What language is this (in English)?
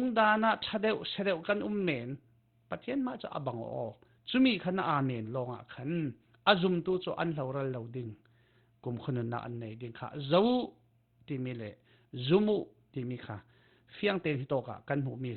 Falam Chin